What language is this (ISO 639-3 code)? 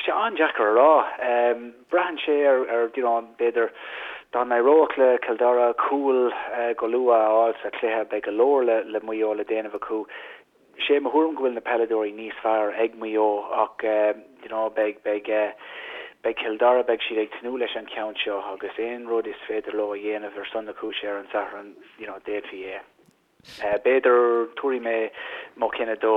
gle